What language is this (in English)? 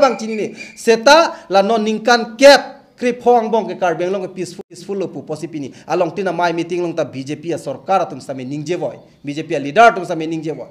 Karbi